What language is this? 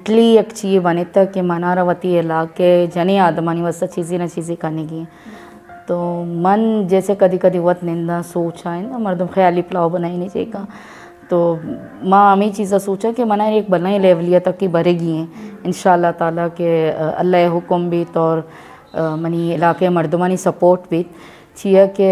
Baluchi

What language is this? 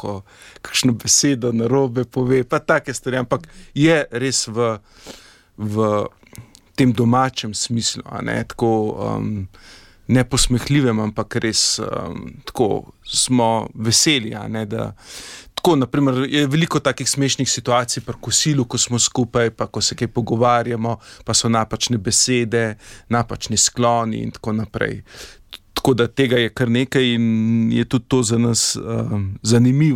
Slovenian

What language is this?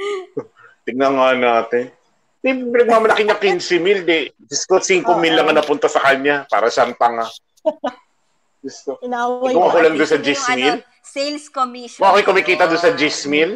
Filipino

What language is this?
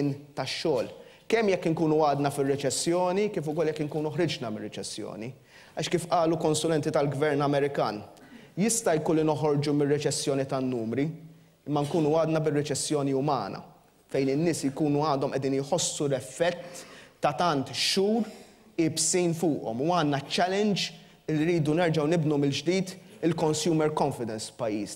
Maltese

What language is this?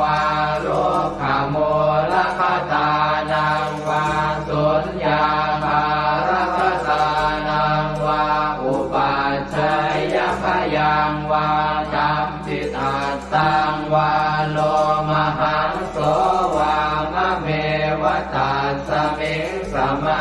Pali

